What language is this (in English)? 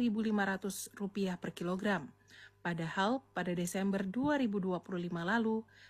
Indonesian